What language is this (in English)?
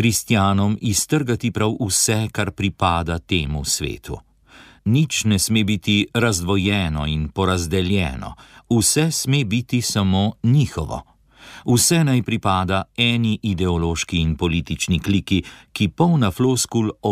Slovenian